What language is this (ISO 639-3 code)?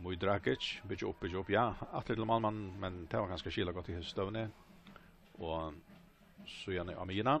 fao